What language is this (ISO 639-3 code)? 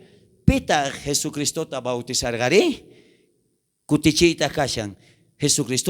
quh